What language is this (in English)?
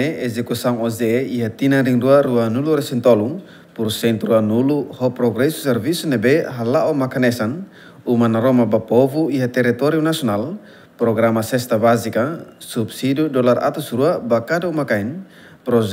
Tetum